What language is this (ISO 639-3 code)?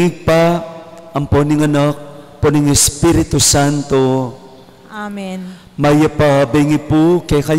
pam